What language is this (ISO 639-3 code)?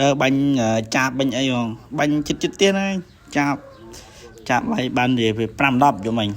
khm